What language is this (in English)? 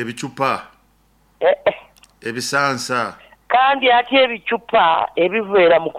Nyoro